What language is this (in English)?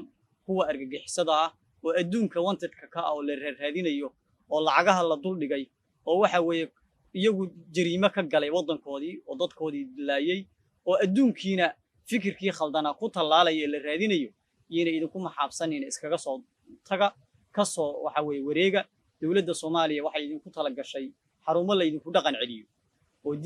Somali